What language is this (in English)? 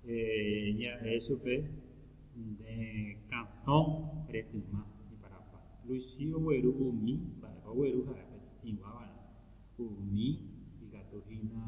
Guarani